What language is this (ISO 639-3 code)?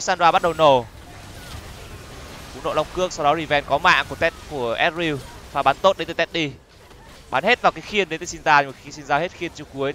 vie